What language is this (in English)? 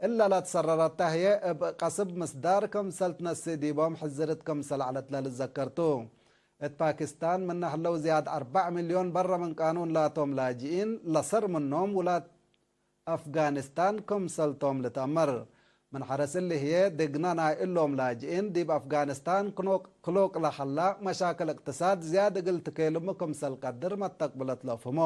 Tigre